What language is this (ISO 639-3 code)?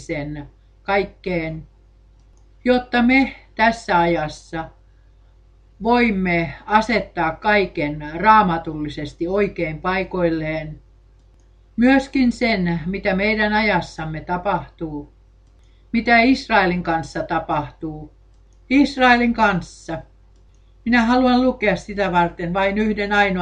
fin